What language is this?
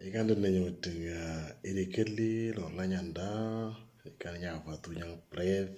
Moro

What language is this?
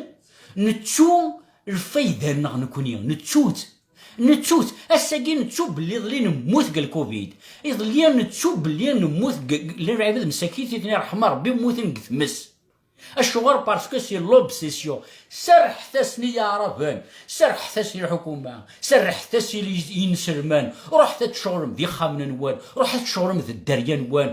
Kabyle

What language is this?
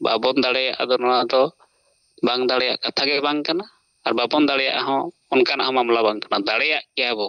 Santali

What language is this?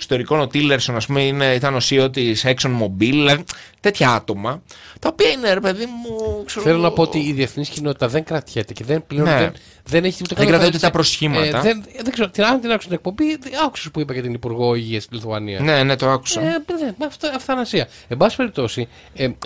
Greek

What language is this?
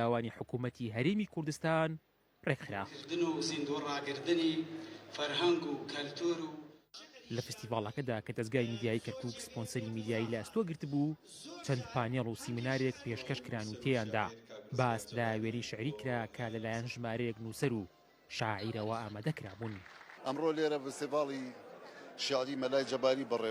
Central Kurdish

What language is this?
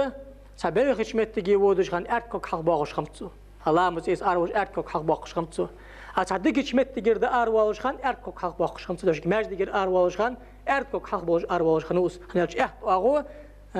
Ingush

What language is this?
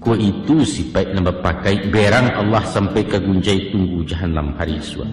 Minangkabau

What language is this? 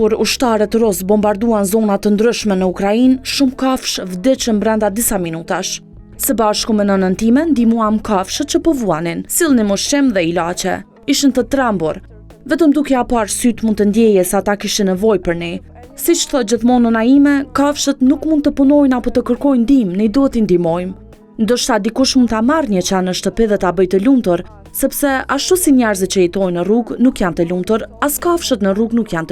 Albanian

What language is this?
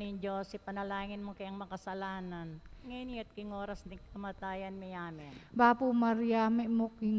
Pampanga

